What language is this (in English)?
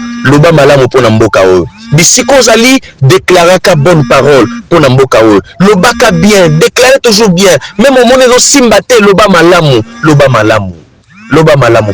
Lingala